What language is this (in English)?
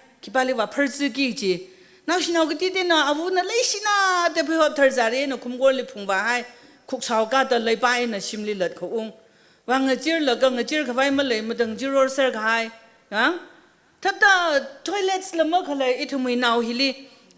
Tangkhul Naga (India)